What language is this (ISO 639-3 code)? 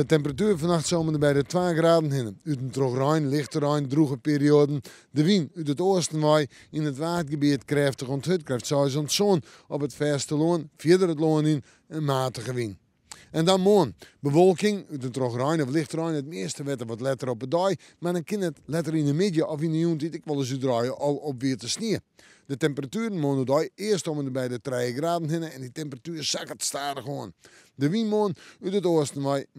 fry